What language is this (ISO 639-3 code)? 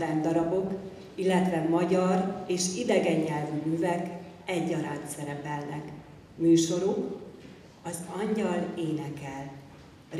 hun